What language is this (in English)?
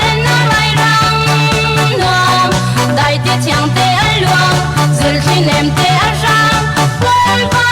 Falam Chin